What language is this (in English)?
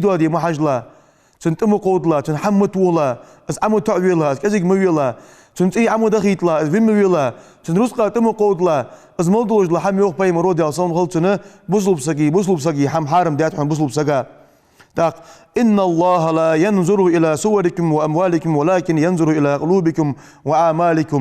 Ingush